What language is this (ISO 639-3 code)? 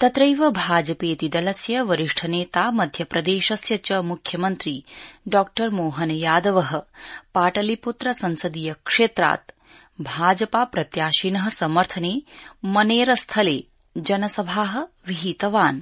san